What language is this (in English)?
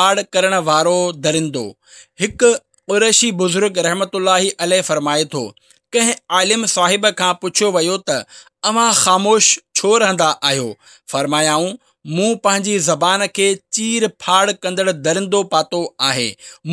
Sindhi